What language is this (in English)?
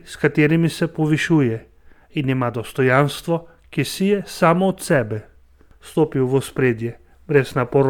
Slovenian